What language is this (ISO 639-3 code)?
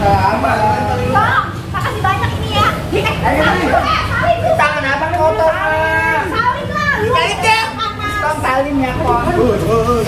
bew